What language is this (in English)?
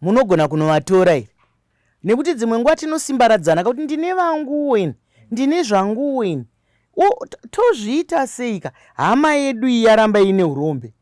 Shona